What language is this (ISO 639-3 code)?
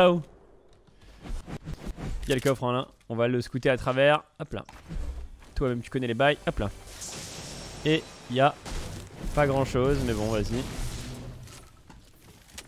fra